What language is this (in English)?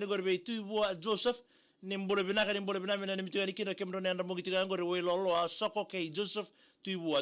Fijian